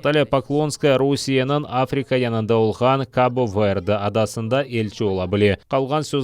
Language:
Crimean Tatar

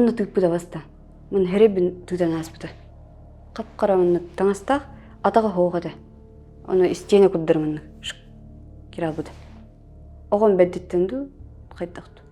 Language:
Yakut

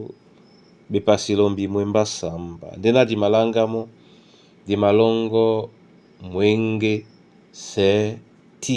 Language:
Duala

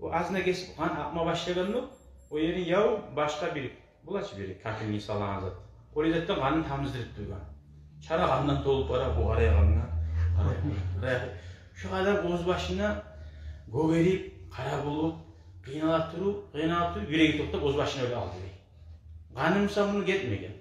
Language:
Kumyk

